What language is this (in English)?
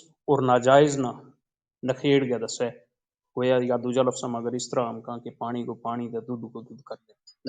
Gujari